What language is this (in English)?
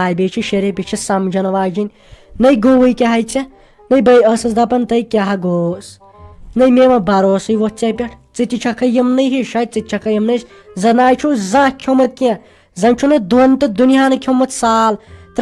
Kashmiri